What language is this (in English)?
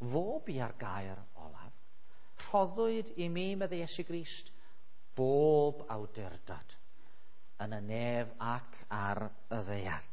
Welsh